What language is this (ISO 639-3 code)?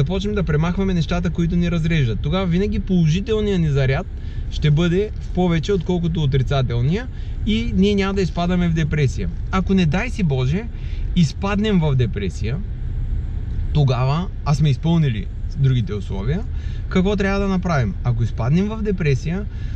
bul